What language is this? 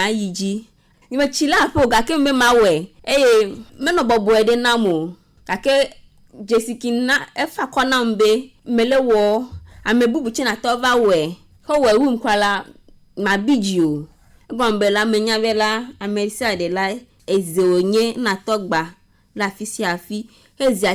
Ewe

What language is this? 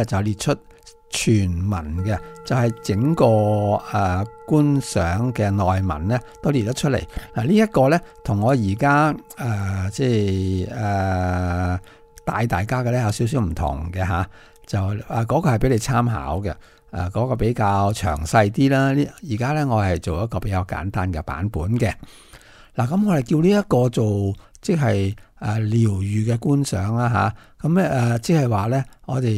Cantonese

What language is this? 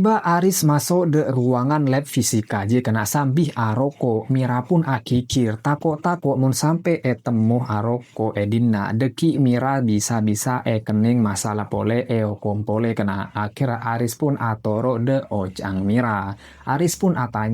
Madurese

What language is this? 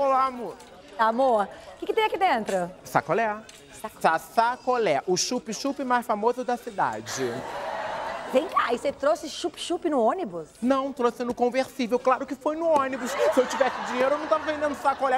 Portuguese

